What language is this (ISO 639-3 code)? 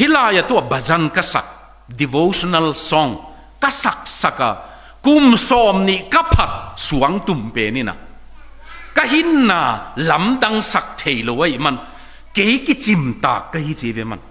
ctd